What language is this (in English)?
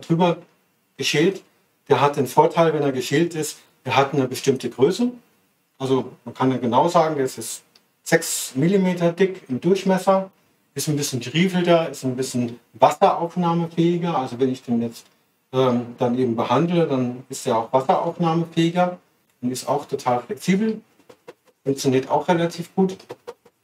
German